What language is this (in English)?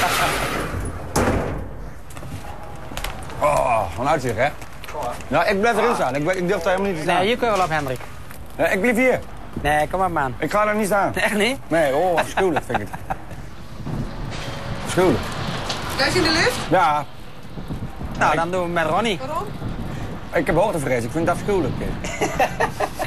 Dutch